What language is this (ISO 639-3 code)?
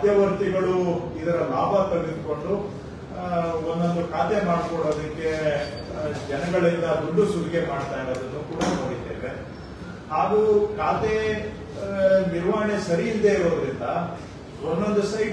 kan